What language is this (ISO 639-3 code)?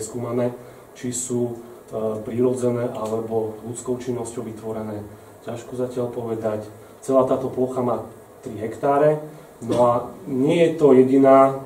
slk